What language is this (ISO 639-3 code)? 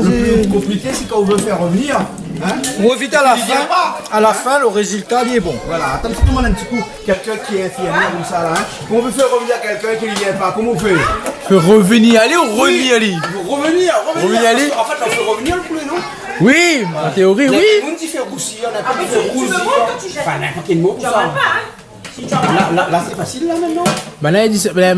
rcf